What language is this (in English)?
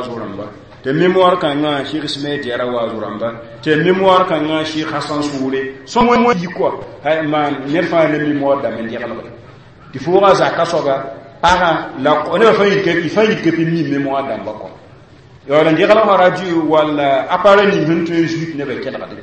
Mossi